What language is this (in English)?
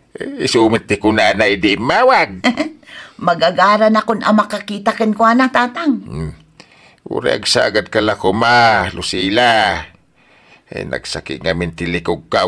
Iloko